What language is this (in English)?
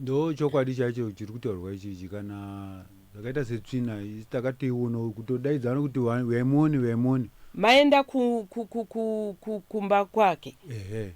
Shona